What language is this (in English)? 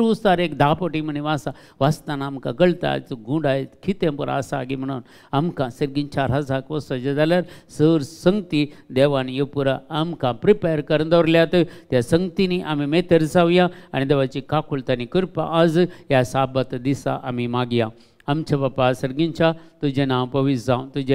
Konkani